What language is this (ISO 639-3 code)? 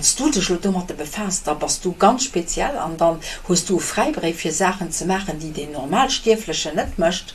ltz